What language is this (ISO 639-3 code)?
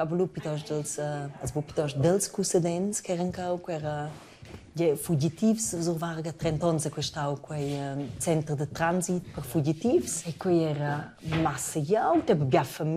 roh